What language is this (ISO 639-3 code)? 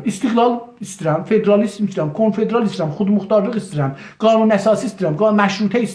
azb